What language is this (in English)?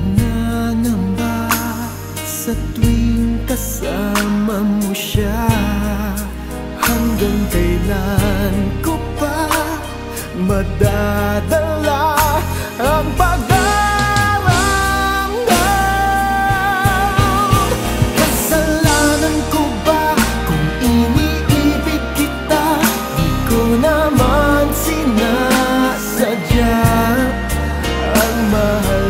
Filipino